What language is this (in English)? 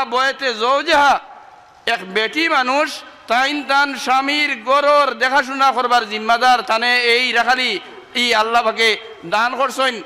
Sylheti